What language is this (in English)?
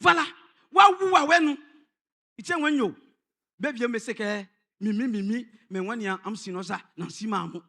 Baoulé